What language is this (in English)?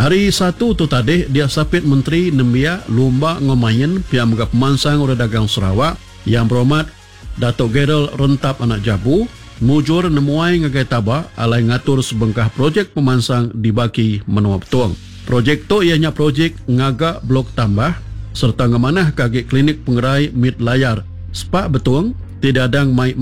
Iban